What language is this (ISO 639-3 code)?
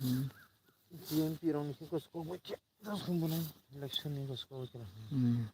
trp